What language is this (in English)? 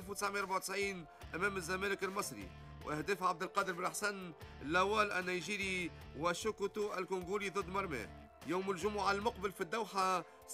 Tunisian Arabic